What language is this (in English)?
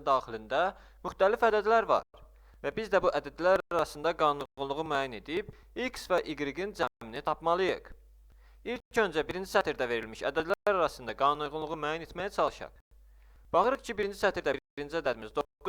Azerbaijani